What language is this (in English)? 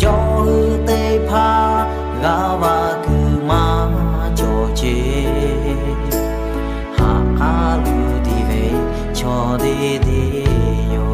Lahu